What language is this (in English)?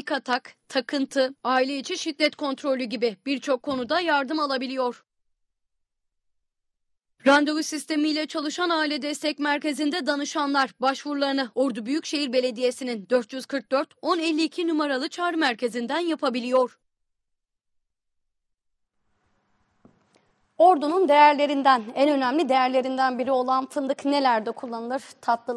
Turkish